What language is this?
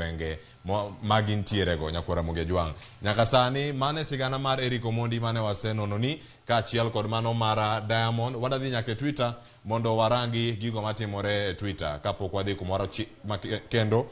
Luo (Kenya and Tanzania)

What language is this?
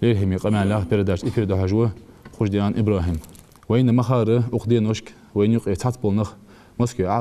Ingush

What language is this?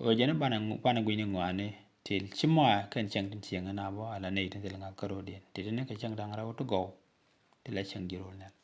Nuer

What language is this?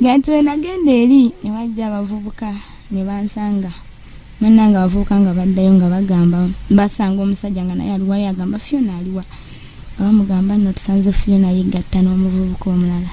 Ganda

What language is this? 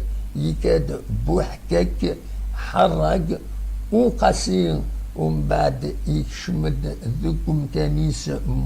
Kabyle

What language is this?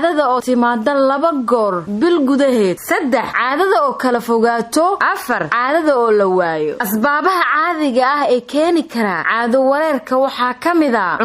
Somali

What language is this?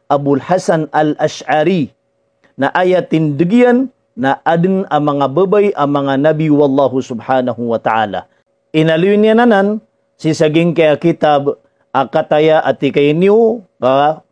Maranao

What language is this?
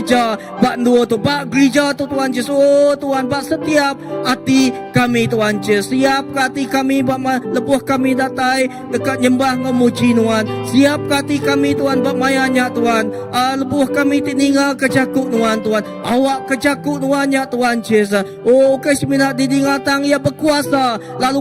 Iban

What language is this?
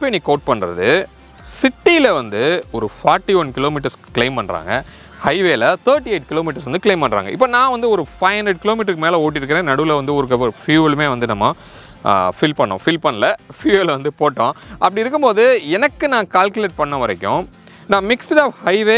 Tamil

